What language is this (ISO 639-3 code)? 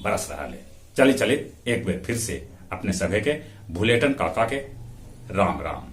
mag